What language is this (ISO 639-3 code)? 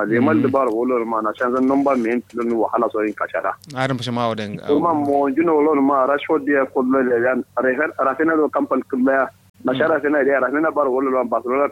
kau